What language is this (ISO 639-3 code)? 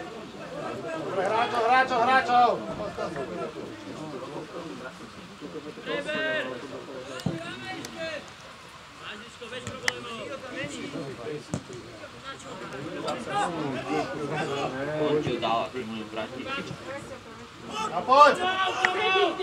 slk